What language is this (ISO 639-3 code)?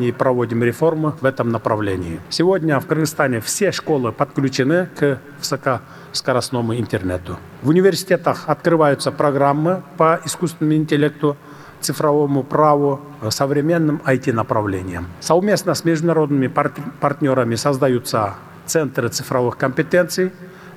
rus